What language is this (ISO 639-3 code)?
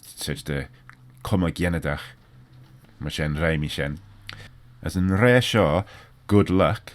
glv